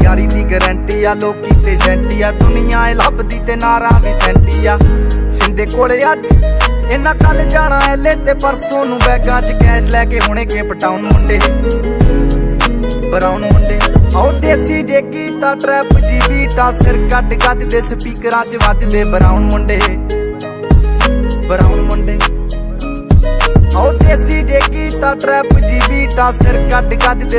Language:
Punjabi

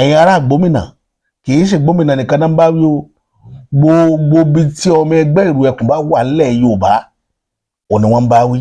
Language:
Yoruba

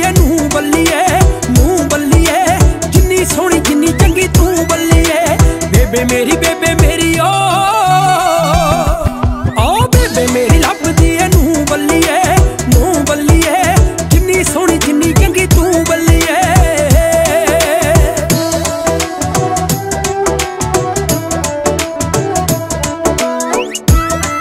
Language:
Punjabi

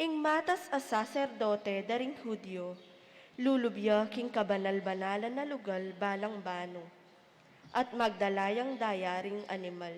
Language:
Pampanga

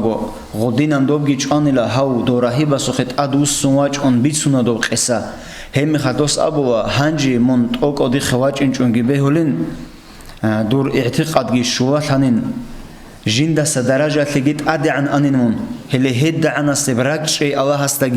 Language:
Avaric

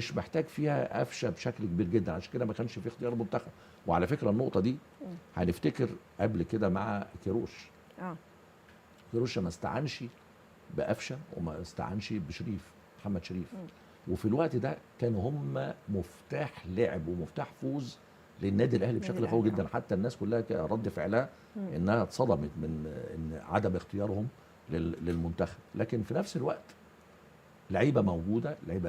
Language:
Egyptian Arabic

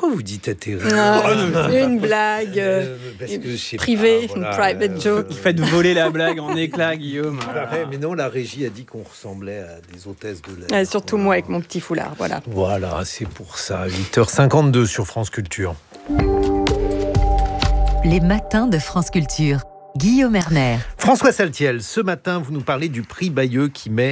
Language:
French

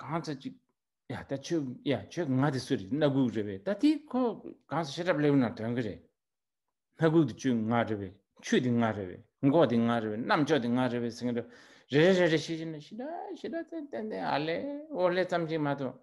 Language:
Tibetan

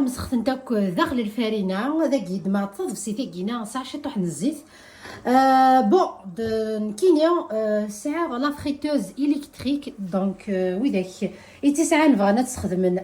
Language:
Kabyle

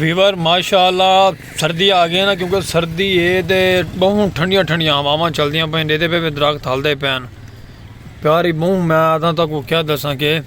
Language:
Saraiki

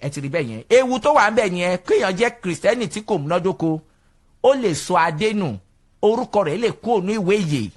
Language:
Yoruba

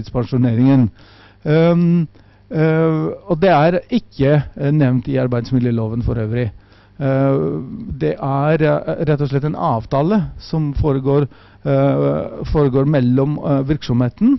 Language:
Norwegian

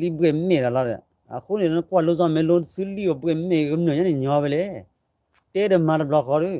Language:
S'gaw Karen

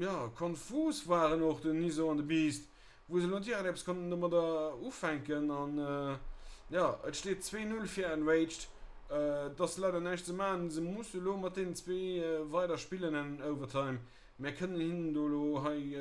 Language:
Luxembourgish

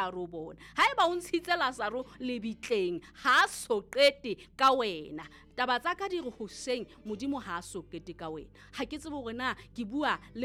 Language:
Southern Sotho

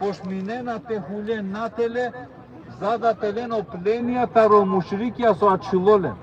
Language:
Balkan Romani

